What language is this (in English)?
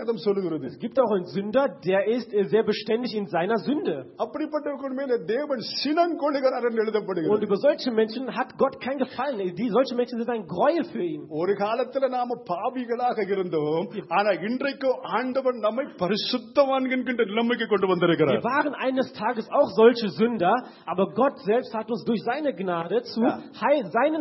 Tamil